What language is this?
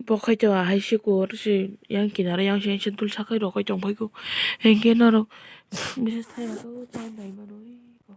Kok Borok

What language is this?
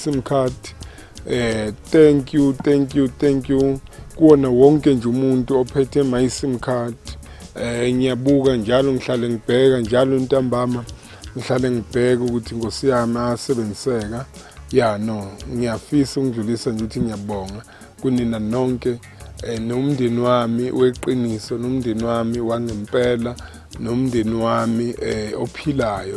Zulu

